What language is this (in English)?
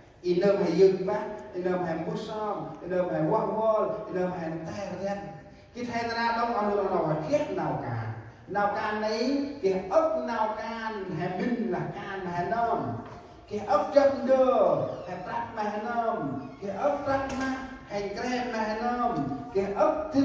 Central Mnong